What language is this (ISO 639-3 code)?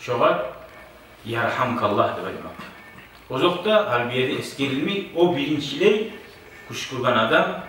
kum